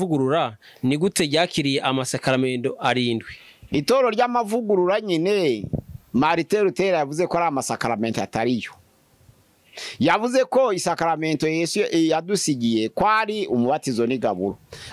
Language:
Kinyarwanda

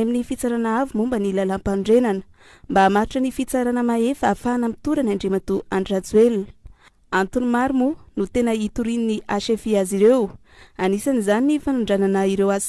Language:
Malagasy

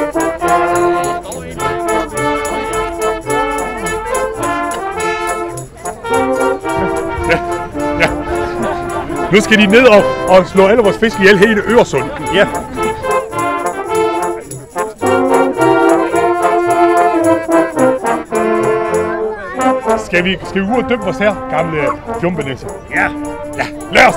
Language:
Danish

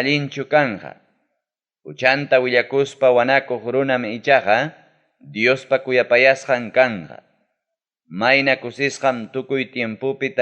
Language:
Ayacucho Quechua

